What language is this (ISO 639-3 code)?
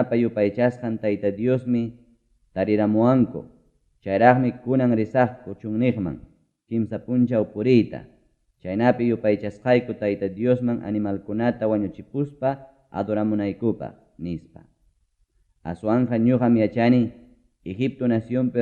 quy